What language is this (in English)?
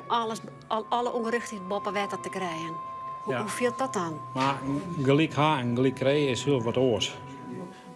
Western Frisian